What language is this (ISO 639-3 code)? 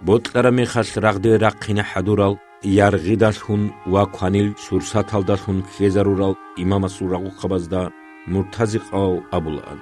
ava